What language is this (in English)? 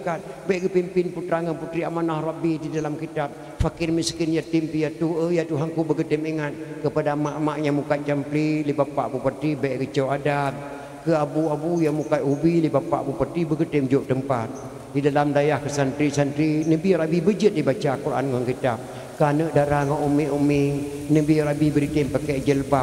Achinese